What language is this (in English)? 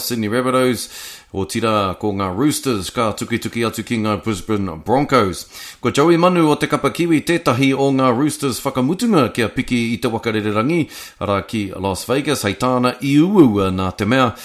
Māori